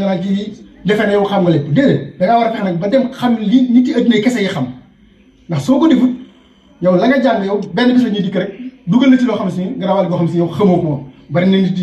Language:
Wolof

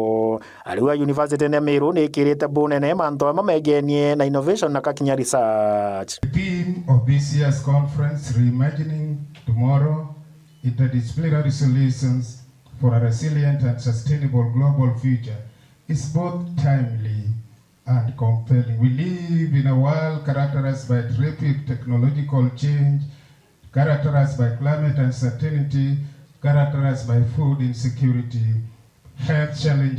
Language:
Meru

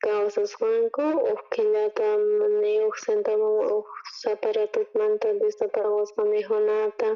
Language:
South Bolivian Quechua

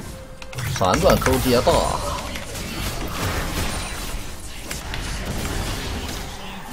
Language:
Chinese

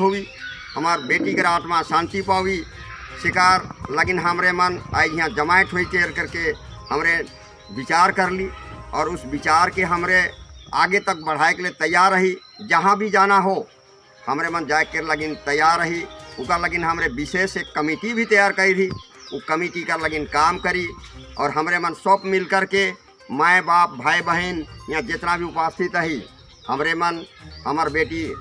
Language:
Sadri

